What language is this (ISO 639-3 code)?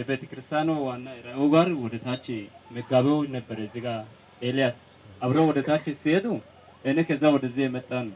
amh